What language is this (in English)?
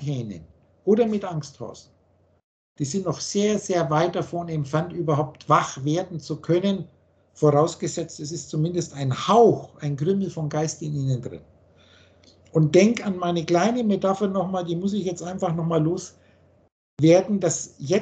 German